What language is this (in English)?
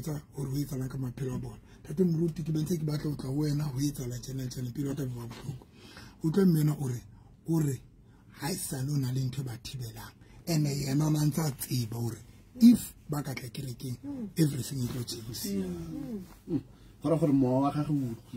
Southern Sotho